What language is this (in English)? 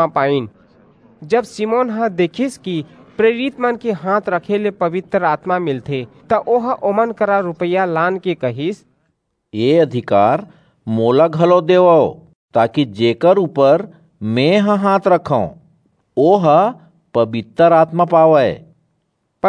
Chhattisgarhi